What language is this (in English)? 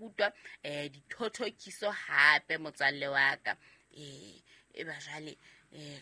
Southern Sotho